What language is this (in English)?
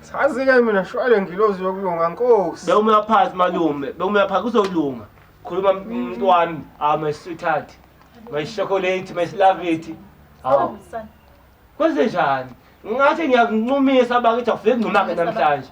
Zulu